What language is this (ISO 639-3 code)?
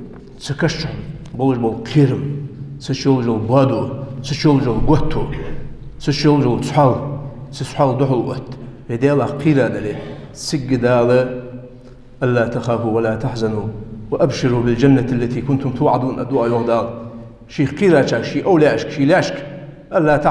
inh